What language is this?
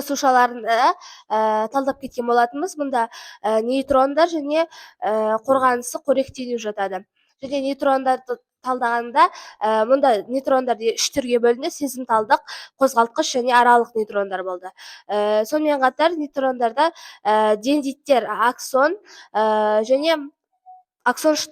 Kazakh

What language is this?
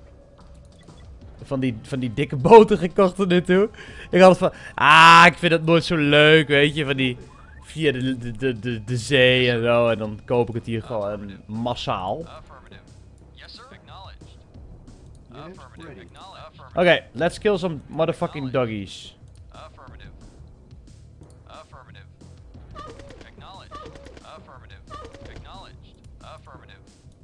Dutch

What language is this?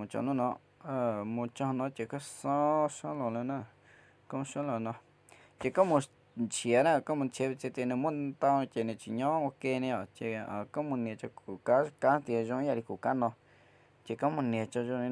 Hmong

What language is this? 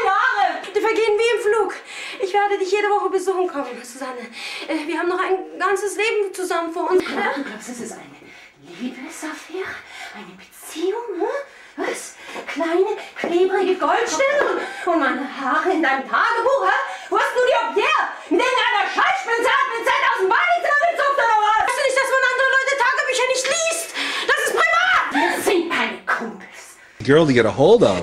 German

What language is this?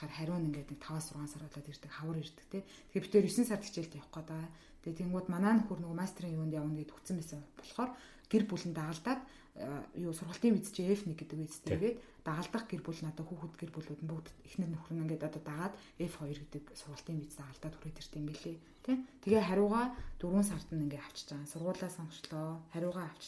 Mongolian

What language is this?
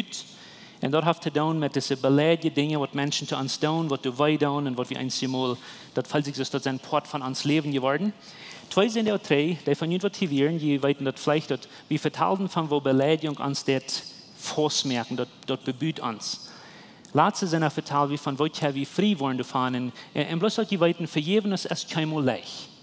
Plautdietsch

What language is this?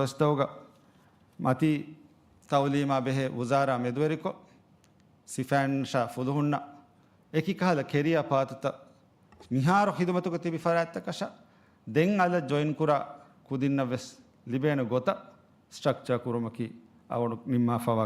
Divehi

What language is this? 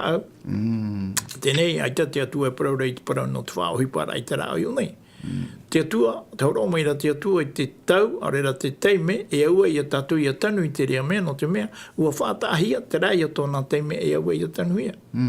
Tahitian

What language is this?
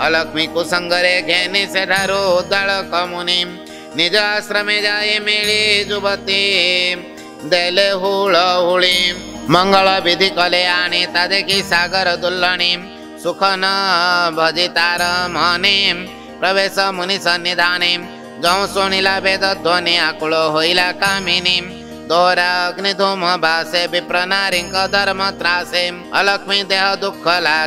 Odia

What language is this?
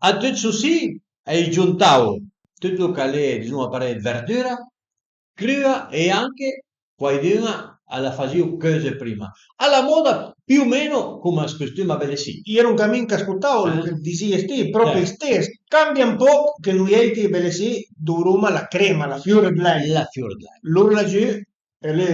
Piedmontese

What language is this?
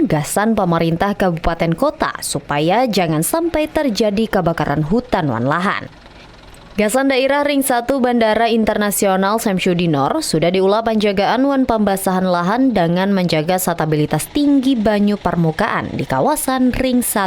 Banjar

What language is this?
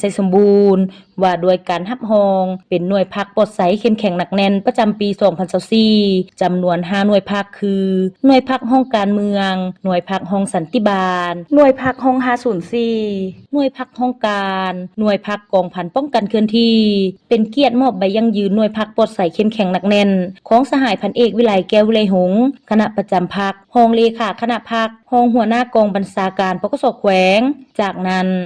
Lao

